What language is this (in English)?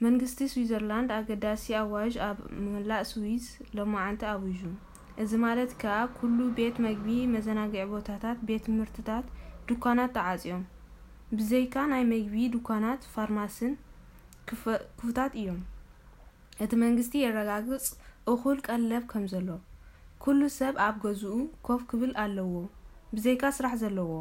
Tigrinya